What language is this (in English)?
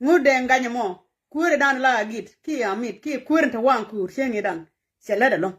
Nuer